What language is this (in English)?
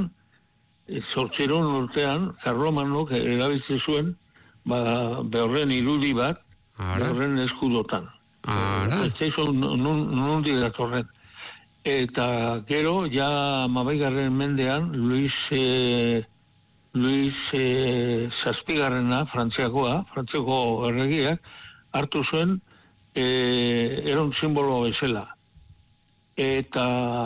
Basque